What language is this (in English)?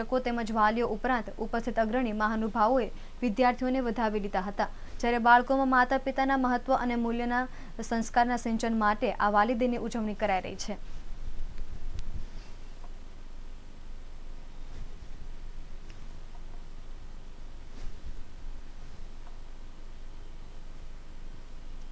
Gujarati